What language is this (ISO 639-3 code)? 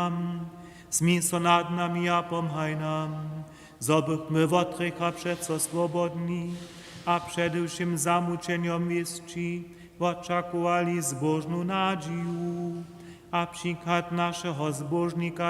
hsb